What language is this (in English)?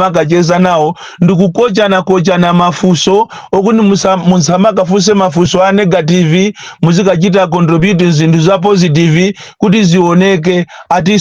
Nyanja